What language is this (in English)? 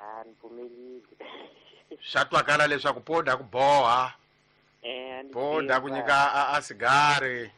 Tsonga